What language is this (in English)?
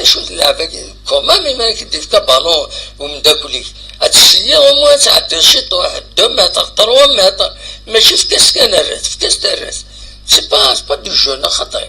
Kabyle